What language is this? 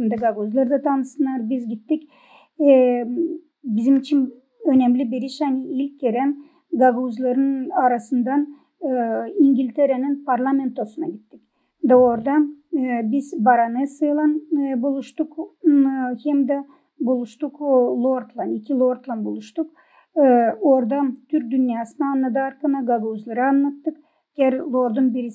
Gagauz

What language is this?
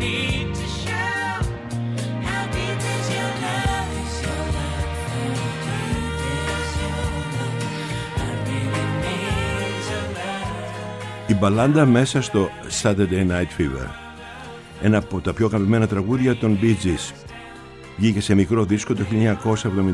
Greek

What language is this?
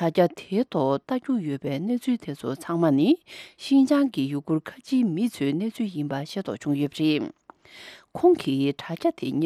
Tibetan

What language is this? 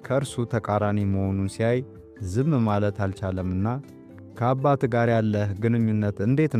Amharic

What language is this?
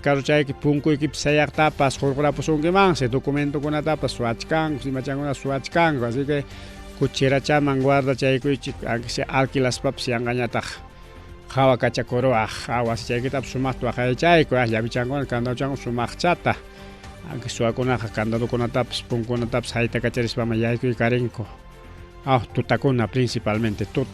Ayacucho Quechua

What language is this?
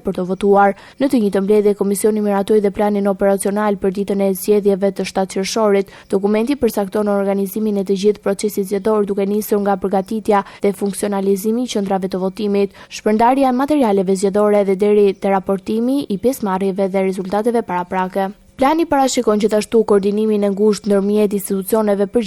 Albanian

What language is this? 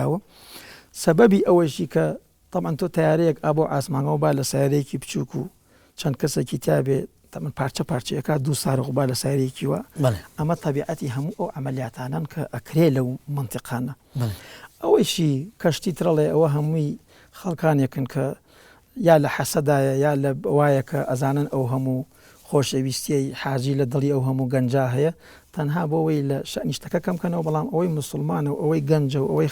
Central Kurdish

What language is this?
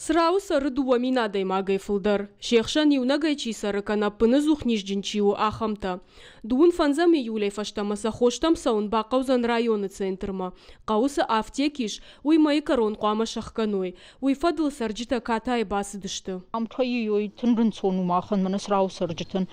Ossetic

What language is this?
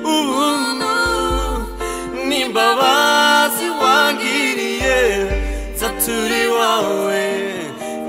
Kinyarwanda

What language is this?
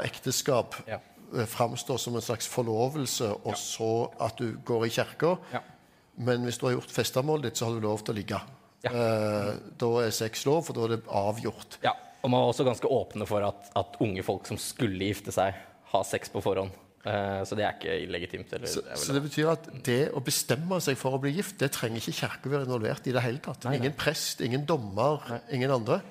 Norwegian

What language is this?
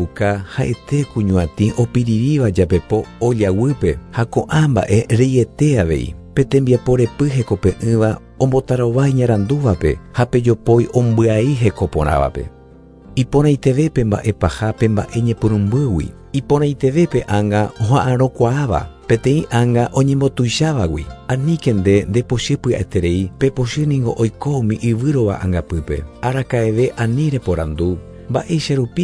Guarani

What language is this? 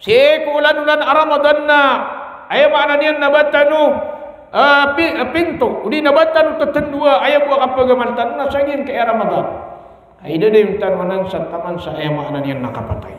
Maranao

